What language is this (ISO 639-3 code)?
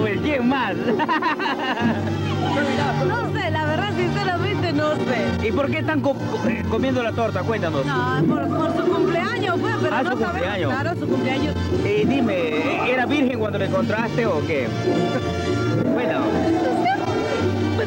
spa